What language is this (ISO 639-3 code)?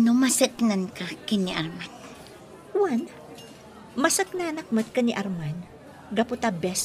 ilo